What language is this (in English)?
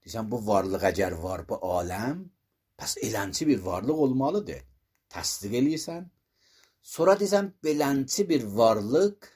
Azerbaijani